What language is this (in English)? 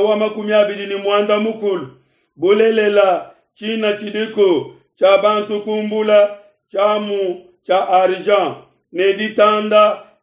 Luba-Lulua